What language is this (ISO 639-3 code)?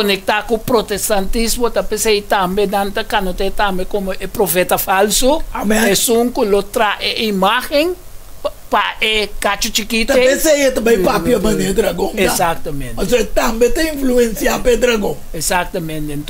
pap